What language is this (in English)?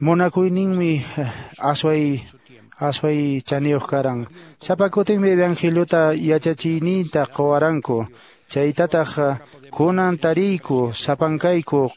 Quechua